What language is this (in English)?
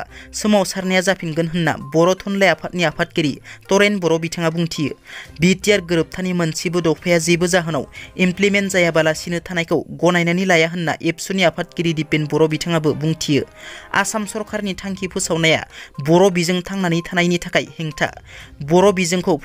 Bodo